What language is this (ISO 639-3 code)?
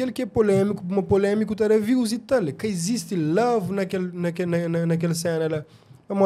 kea